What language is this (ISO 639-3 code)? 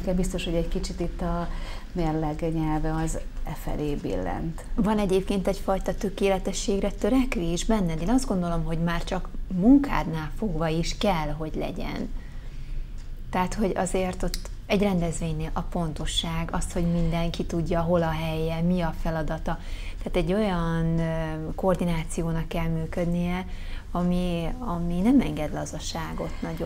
hun